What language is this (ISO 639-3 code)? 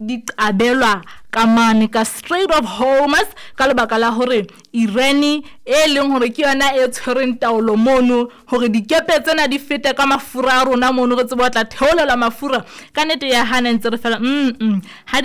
sot